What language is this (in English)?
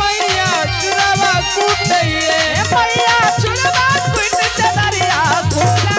Maithili